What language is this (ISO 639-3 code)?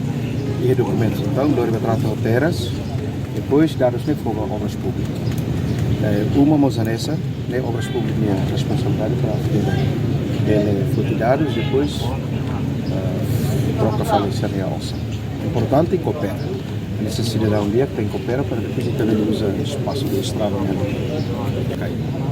tet